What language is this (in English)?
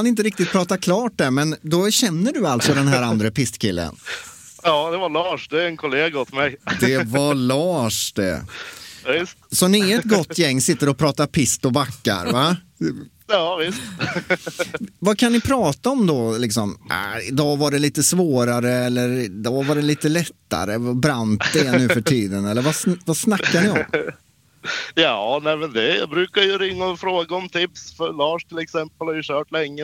Swedish